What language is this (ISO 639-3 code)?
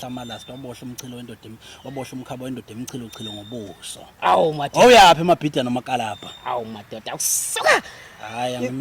zul